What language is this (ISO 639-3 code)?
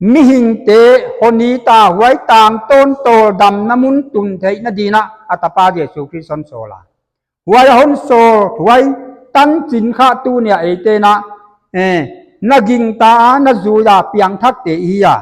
pck